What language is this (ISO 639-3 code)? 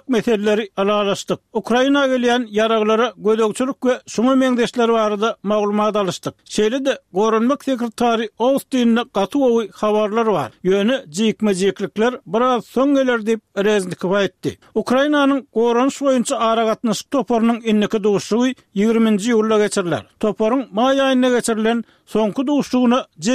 tuk